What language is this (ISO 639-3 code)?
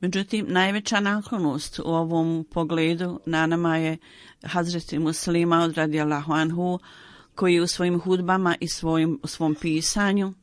bos